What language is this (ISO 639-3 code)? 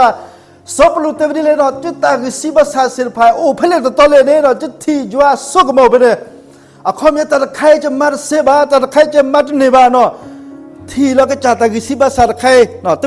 ksw